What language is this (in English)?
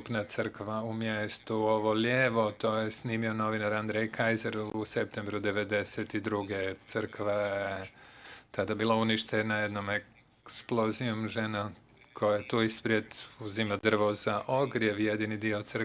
Bosnian